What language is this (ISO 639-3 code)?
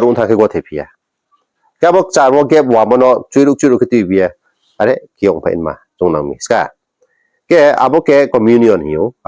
ria